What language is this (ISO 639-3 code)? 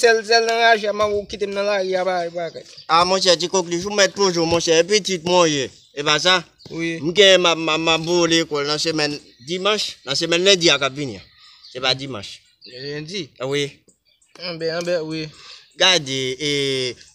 hat